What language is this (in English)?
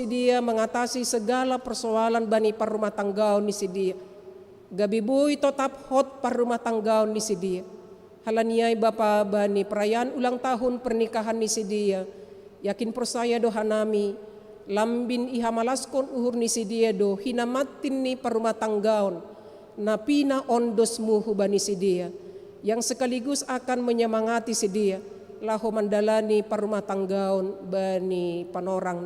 Batak Simalungun